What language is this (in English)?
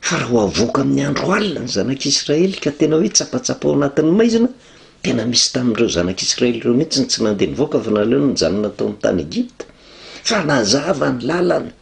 Malagasy